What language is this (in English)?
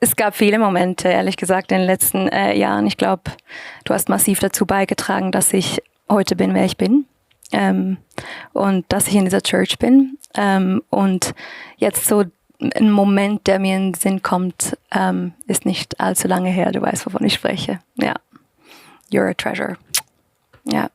Swiss German